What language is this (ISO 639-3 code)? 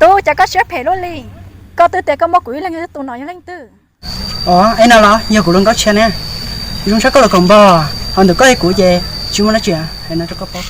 hmn